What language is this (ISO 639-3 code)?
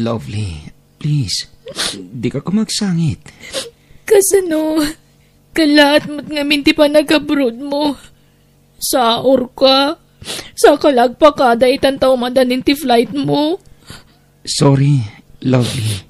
ilo